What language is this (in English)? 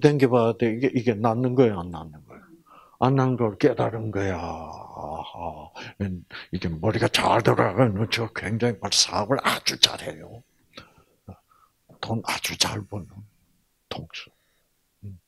Korean